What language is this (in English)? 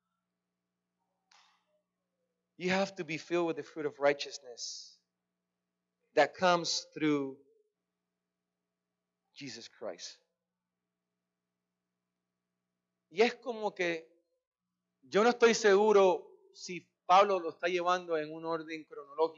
Spanish